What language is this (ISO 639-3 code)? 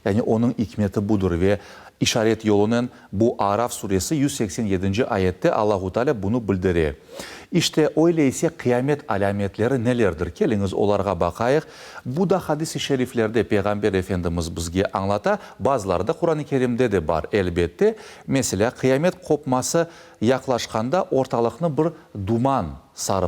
crh